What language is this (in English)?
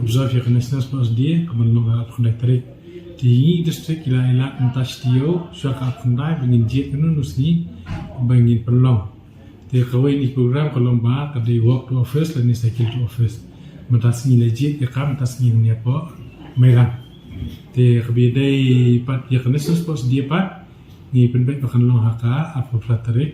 Khasi